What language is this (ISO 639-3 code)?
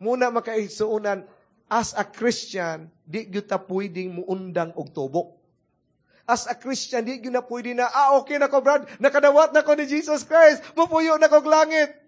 ceb